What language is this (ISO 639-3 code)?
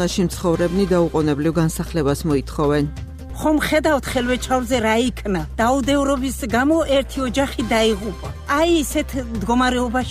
kat